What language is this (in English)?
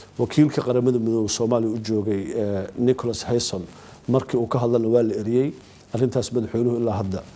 Somali